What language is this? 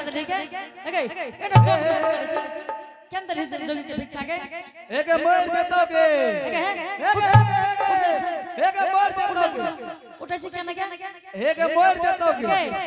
Angika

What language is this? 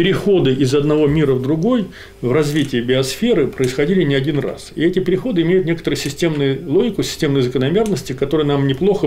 Russian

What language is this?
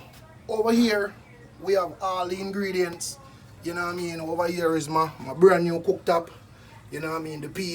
Jamaican Creole English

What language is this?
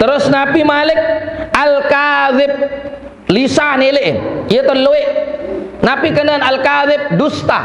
Sasak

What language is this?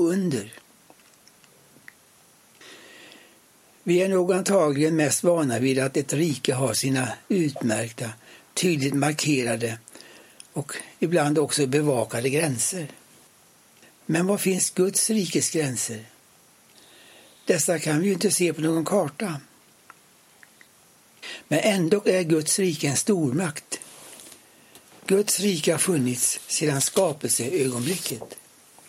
Swedish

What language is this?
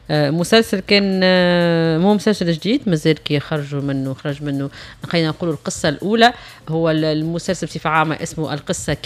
Tunisian Arabic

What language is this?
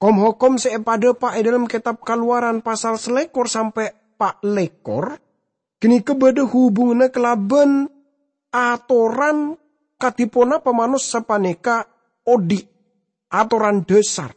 Madurese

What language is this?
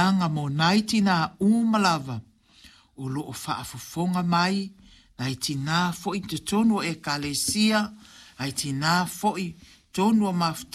Samoan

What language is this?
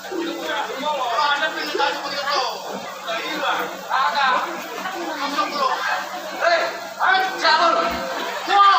Betawi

